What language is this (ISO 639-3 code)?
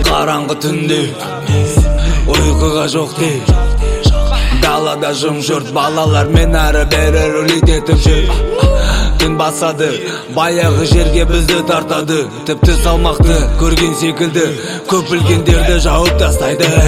kaz